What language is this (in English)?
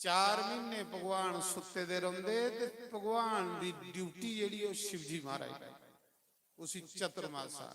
Dogri